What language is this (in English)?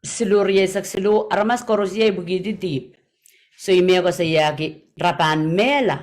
Pohnpeian